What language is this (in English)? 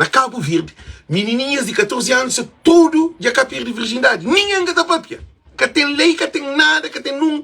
Kabuverdianu